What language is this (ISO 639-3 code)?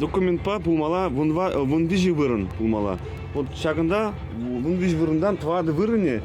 chv